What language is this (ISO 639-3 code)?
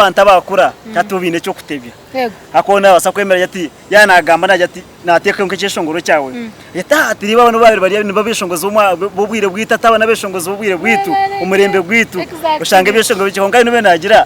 nyn